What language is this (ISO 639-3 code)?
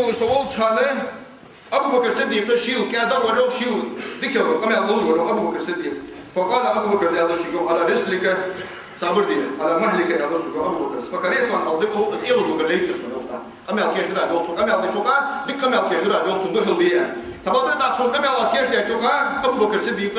inh